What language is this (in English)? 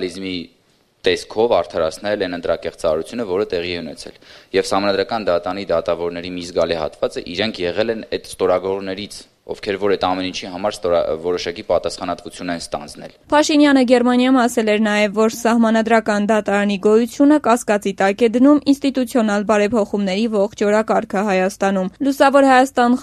Armenian